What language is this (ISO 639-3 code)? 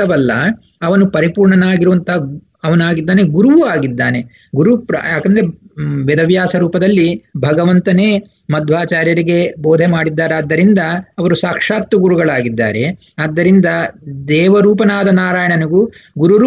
kan